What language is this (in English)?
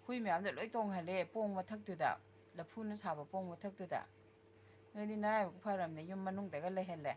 Manipuri